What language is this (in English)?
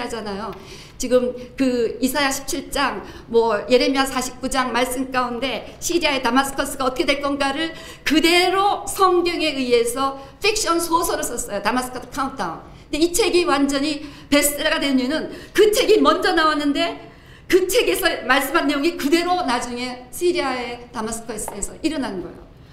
Korean